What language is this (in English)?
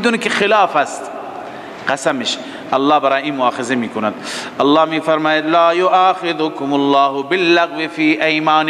Persian